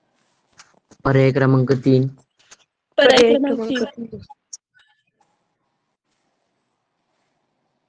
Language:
Marathi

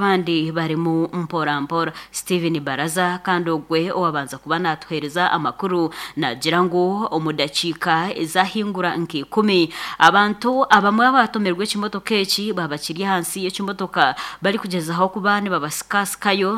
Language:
Nyankole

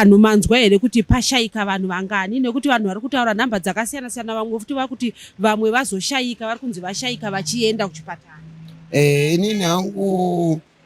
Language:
Shona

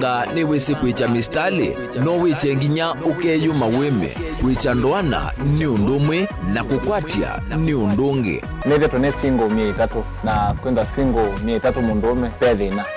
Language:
Kamba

